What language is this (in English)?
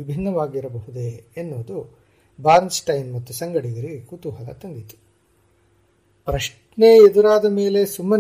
Kannada